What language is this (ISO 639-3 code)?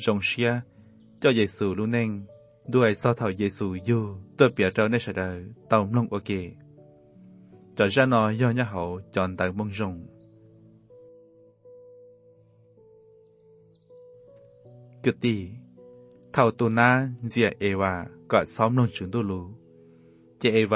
vie